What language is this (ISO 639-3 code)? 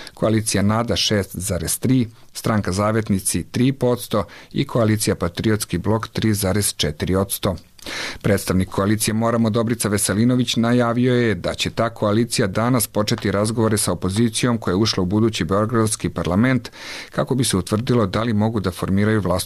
srp